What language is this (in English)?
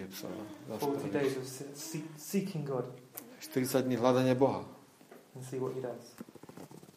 Slovak